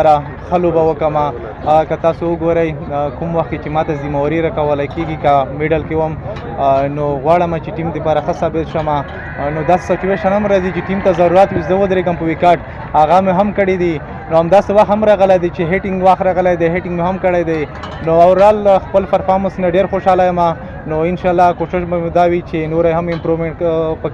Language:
Pashto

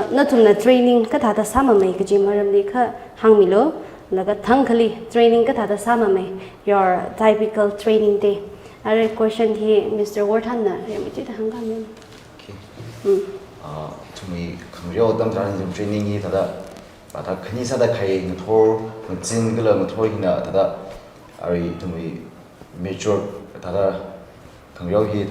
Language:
Tangkhul Naga (India)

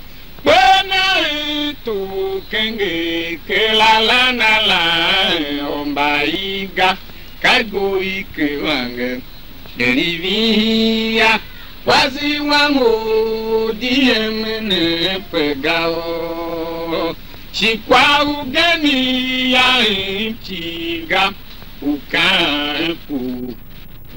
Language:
Tiv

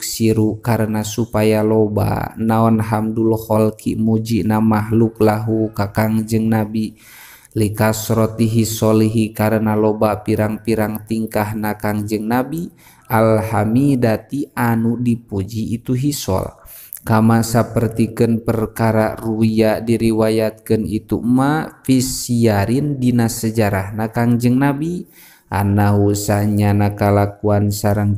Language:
Sundanese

